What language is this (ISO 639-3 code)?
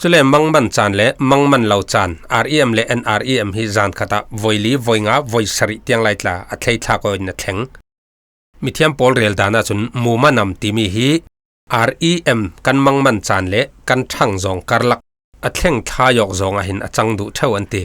cfm